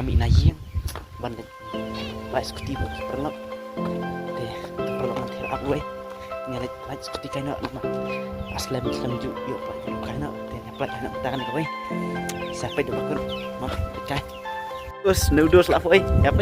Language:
Khasi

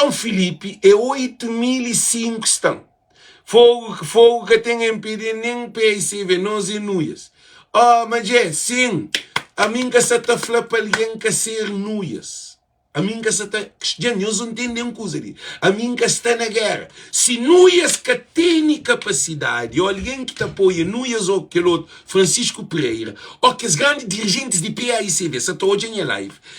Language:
Kabuverdianu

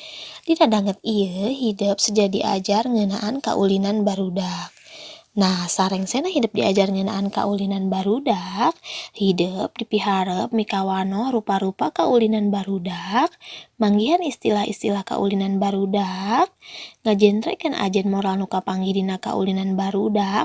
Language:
Sundanese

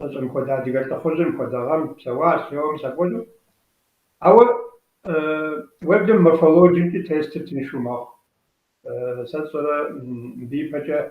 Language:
Kabardian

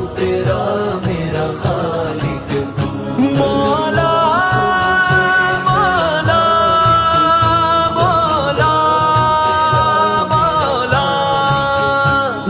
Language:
Urdu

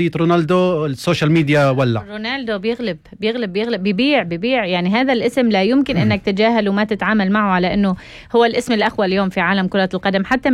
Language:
North Levantine Arabic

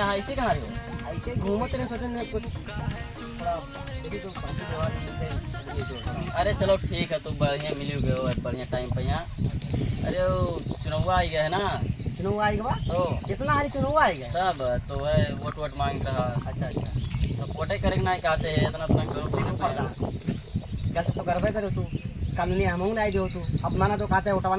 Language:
Awadhi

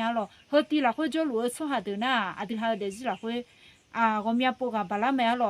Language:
Akha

